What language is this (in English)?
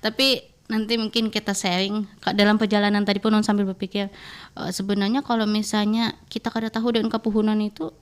Banjar